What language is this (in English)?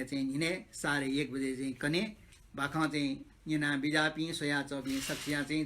Newari